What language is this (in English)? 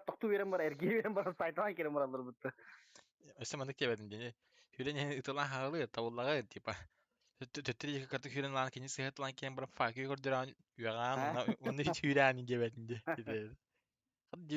Yakut